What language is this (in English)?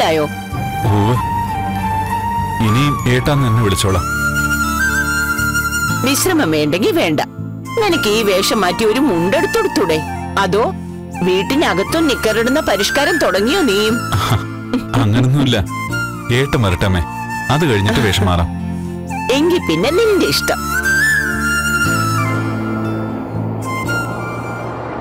Malayalam